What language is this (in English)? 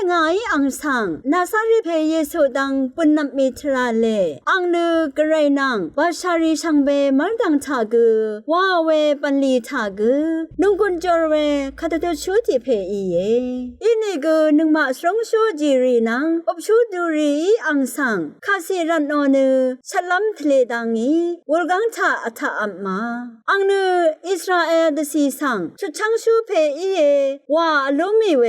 Rawang